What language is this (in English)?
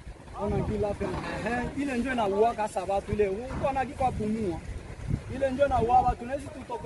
Swahili